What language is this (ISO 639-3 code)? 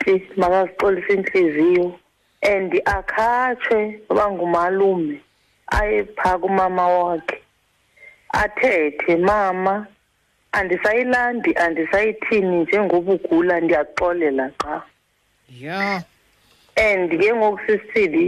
xho